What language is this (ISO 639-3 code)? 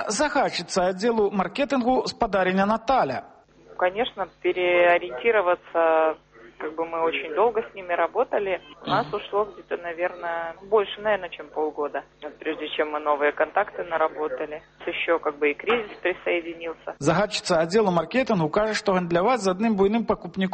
bel